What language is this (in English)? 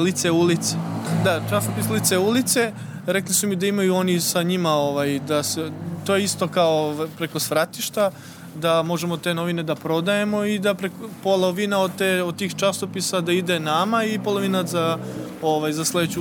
Serbian